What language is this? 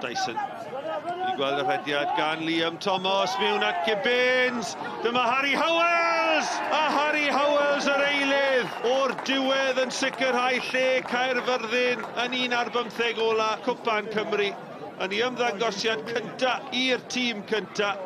Welsh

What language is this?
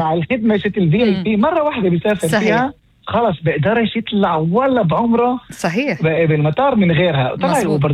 North Levantine Arabic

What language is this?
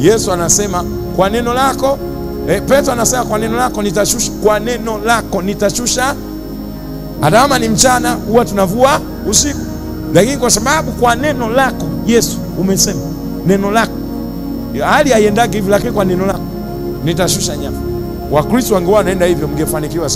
Swahili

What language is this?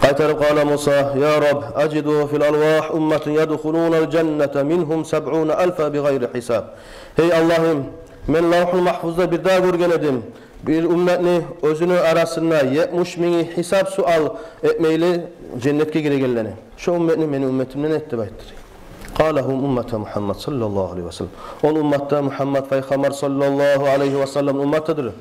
Kumyk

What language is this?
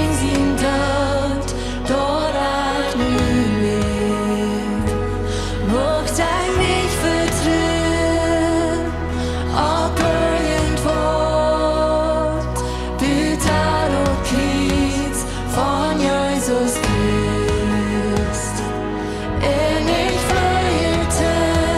Plautdietsch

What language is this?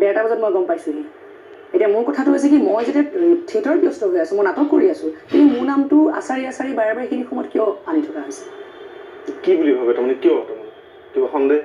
Assamese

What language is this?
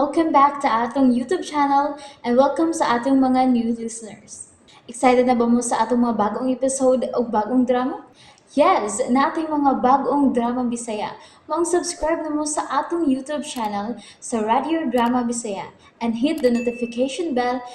Cebuano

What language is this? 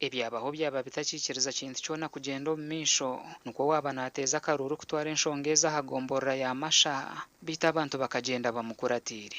Nyankole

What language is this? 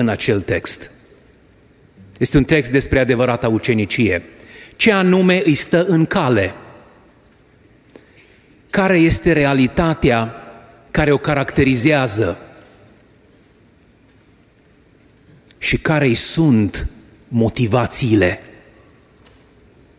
Romanian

